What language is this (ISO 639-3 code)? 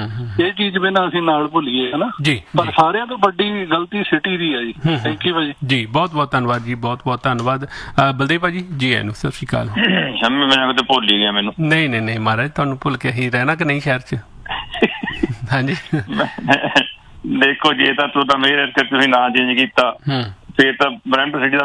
pan